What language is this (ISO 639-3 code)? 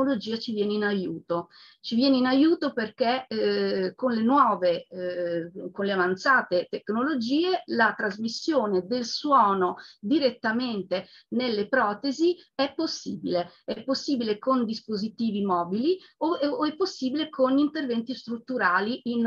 ita